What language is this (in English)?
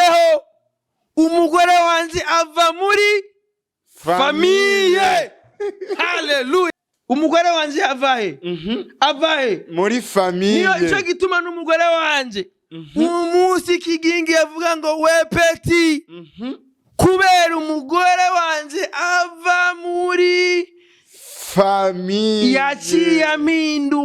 Rundi